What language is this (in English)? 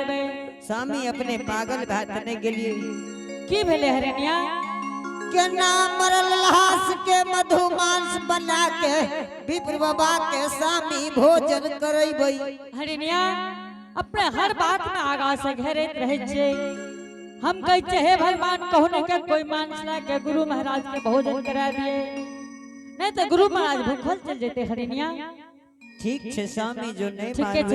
Angika